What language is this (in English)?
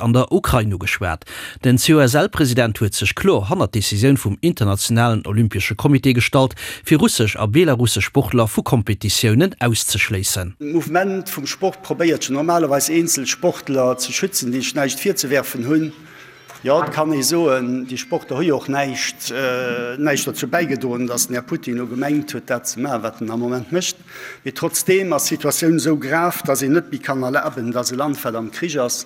Luxembourgish